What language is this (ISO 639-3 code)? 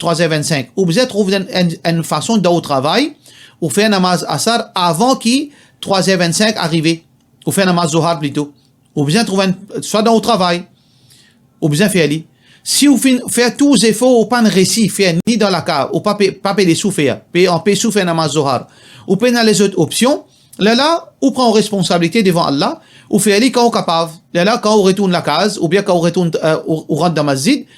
mfe